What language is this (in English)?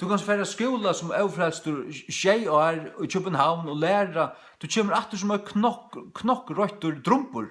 Faroese